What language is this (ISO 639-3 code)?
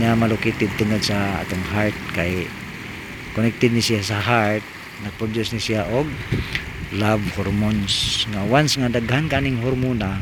ceb